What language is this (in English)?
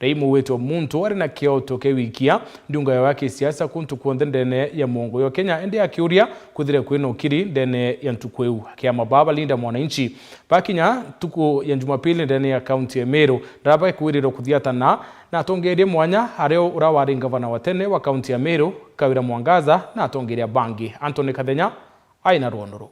Meru